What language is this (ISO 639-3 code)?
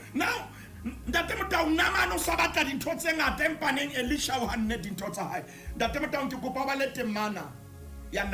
sot